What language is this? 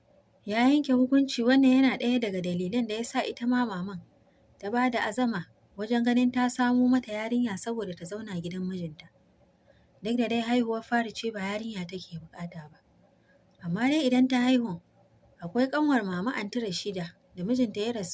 Hausa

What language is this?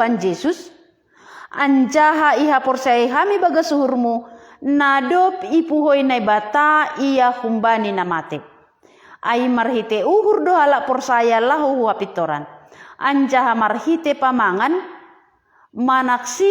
Batak Simalungun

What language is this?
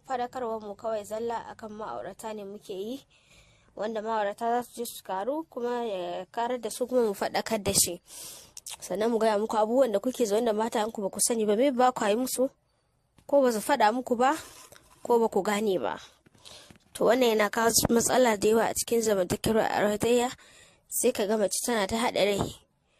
Hausa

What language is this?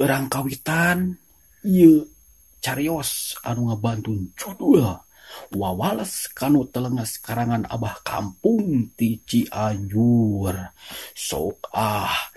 Sundanese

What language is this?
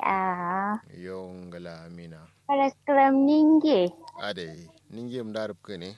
Kanuri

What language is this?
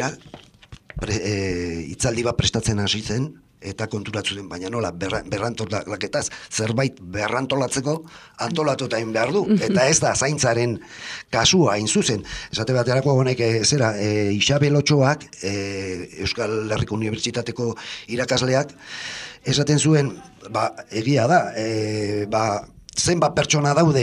Basque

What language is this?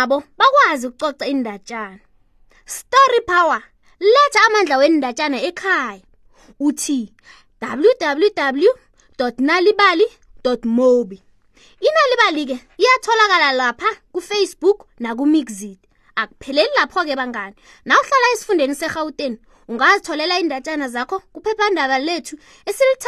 South Ndebele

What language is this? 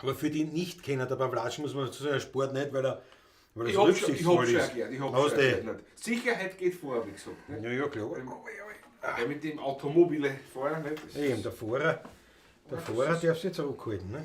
Bavarian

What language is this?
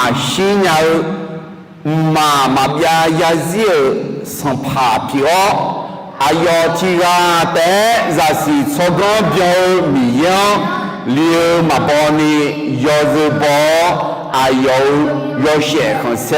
Akha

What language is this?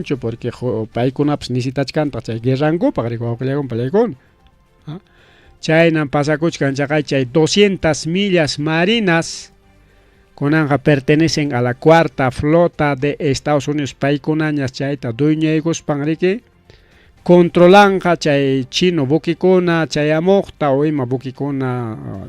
Ayacucho Quechua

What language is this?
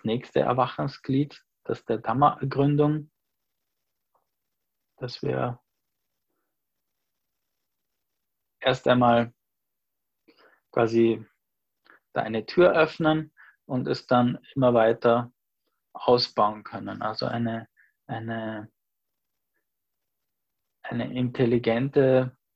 German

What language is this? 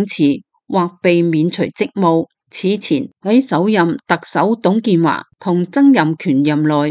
Cantonese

